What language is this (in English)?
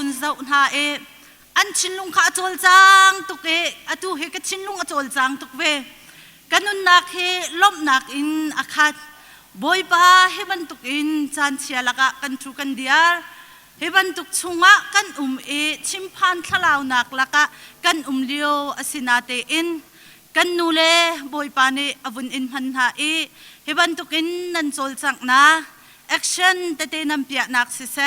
Hakha Chin